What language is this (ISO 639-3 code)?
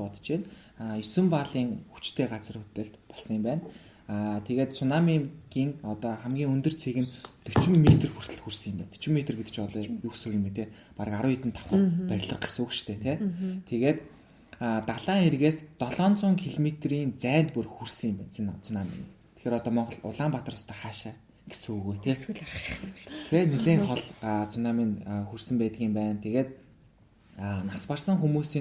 mon